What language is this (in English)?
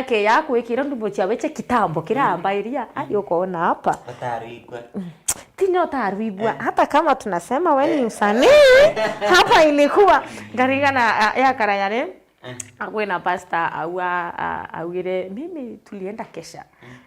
Meru